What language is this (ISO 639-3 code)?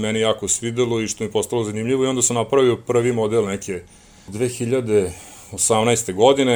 srp